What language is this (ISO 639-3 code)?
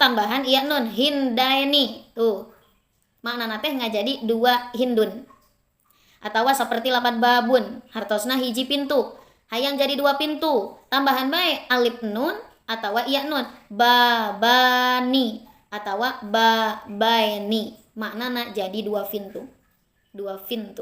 sun